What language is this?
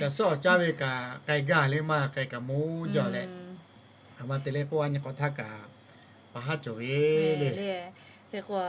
Lahu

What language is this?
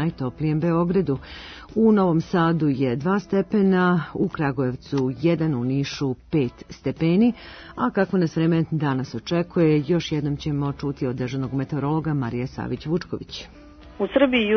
Serbian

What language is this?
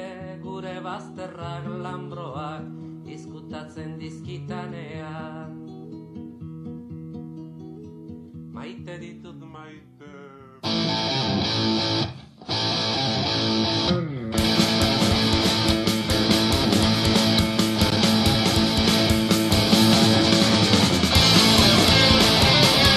Basque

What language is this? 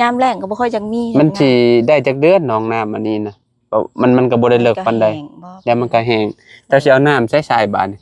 Lao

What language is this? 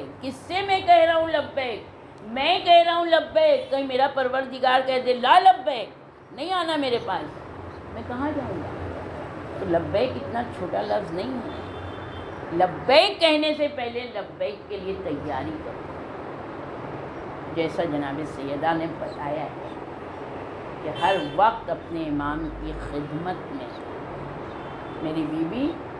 Urdu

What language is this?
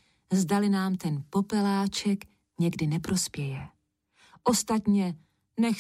Czech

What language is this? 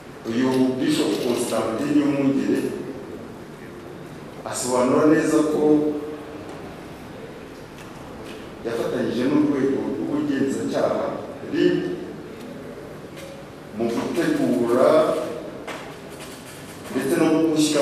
Kinyarwanda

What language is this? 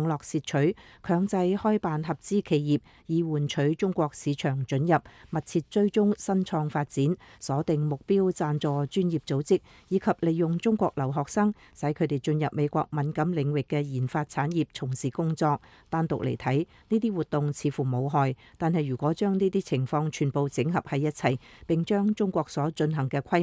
Cantonese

